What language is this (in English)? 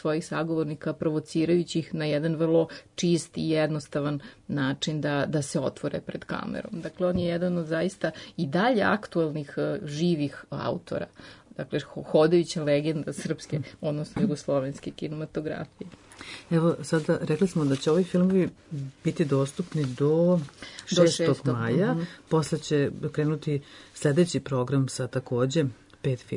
Serbian